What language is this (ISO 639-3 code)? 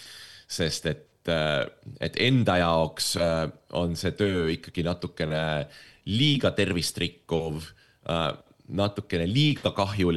est